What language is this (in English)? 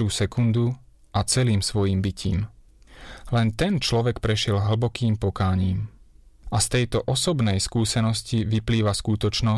Slovak